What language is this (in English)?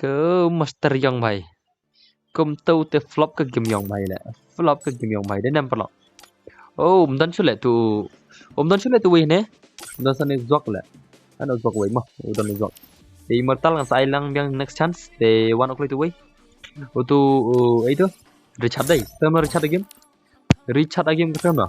Khasi